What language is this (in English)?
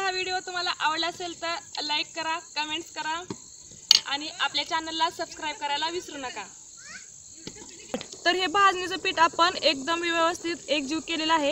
Marathi